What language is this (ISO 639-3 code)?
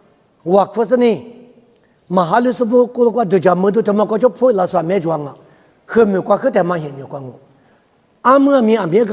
lis